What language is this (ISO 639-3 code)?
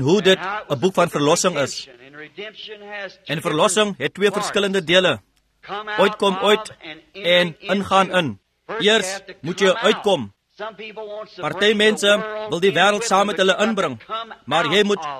afr